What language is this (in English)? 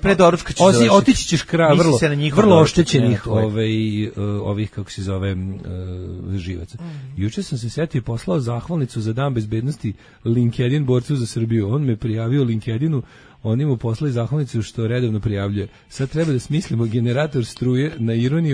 Serbian